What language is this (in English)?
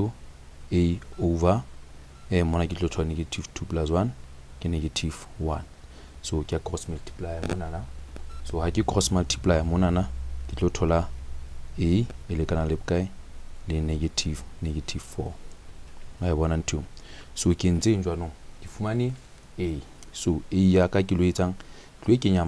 Southern Sotho